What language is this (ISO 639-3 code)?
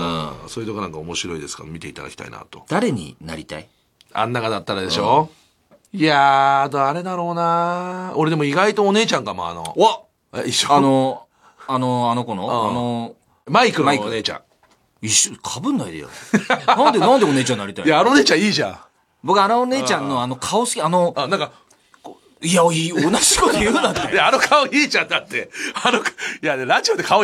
jpn